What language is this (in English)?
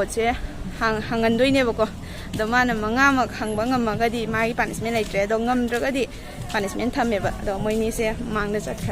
Manipuri